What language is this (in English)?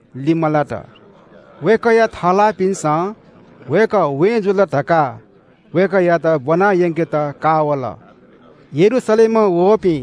Newari